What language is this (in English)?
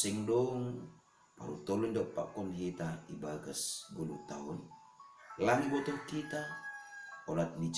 Batak Simalungun